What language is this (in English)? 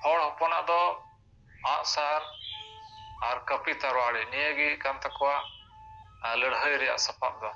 Santali